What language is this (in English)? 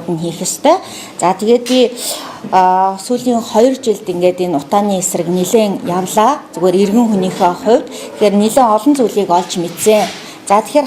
Mongolian